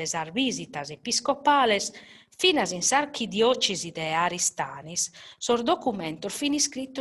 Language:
Sardinian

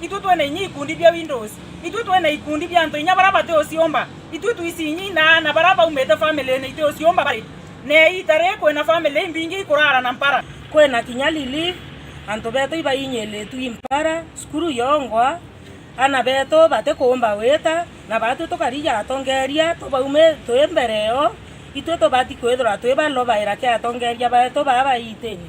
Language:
Meru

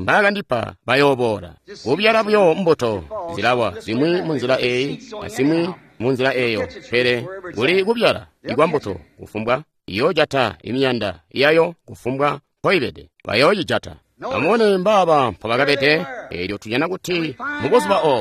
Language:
Tonga (Zambia)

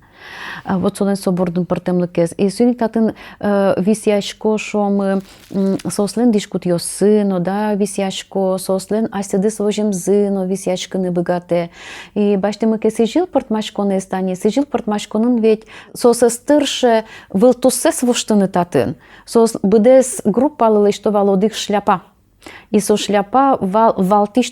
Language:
Udmurt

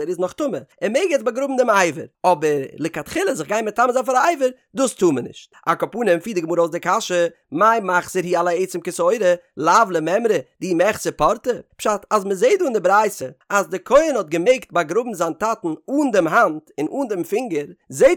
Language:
Yiddish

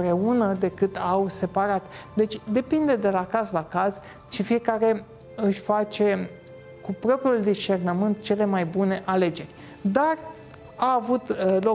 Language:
Romanian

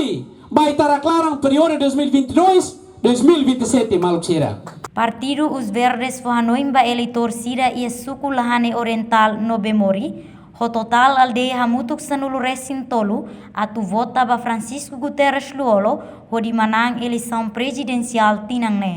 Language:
Tetum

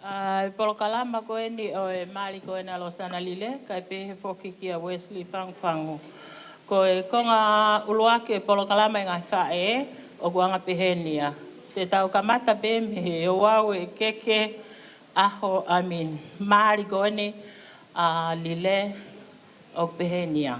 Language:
Tongan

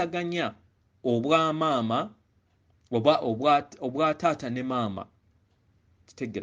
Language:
Ganda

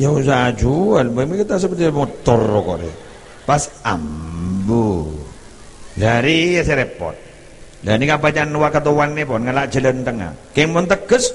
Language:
Madurese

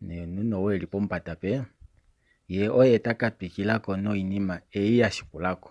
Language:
Kuanyama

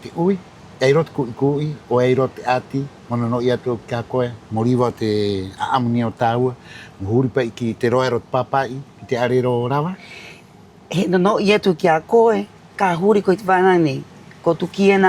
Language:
Rapanui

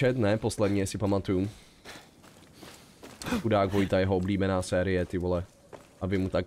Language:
Czech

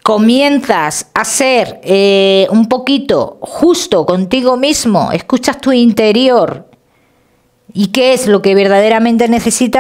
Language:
Spanish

